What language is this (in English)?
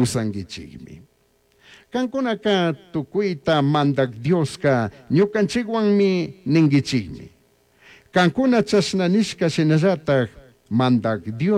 Chimborazo Highland Quichua